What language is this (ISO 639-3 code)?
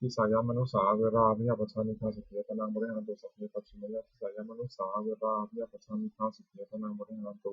pli